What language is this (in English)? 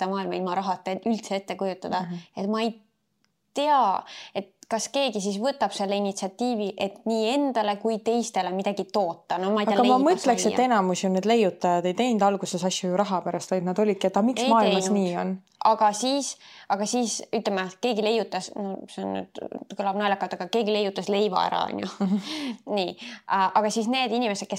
Estonian